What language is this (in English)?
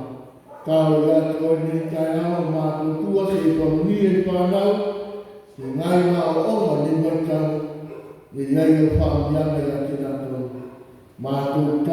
Samoan